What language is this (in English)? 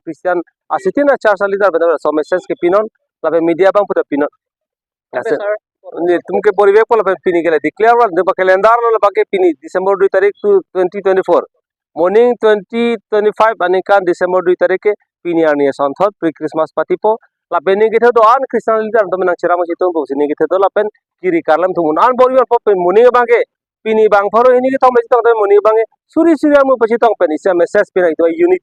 Karbi